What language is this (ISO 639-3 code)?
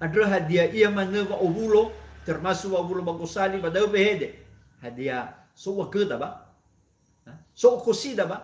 nia